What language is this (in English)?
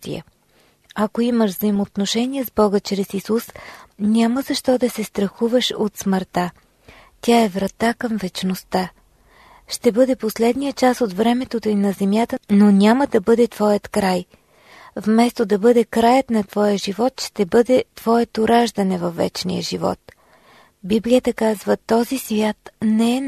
Bulgarian